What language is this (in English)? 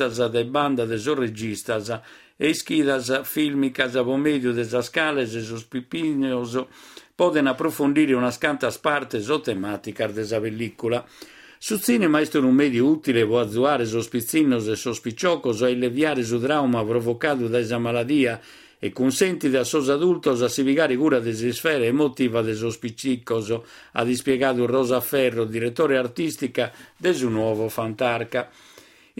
Sardinian